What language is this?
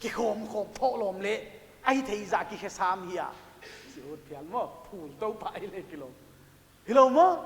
Paite Chin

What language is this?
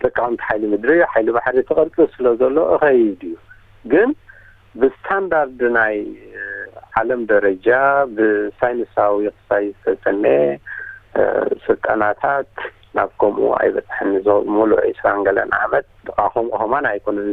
Tigrinya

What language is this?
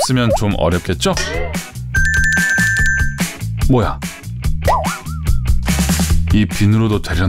Korean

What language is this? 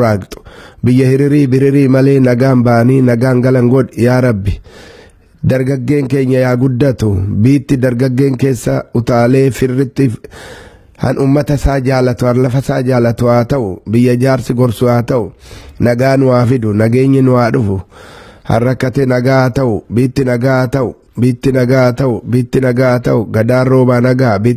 Oromo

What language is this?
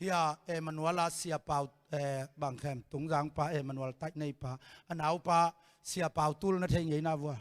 Tedim Chin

